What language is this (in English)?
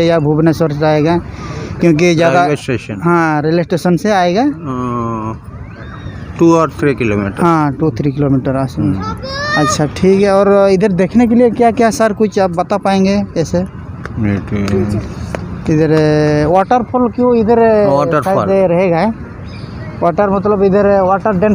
Santali